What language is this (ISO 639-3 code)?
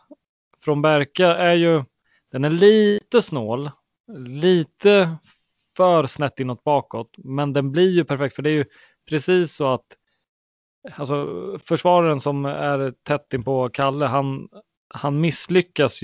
swe